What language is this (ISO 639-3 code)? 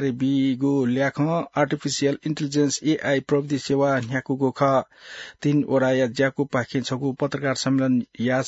new